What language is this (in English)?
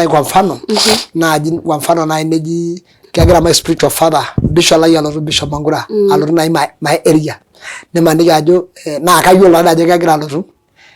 Masai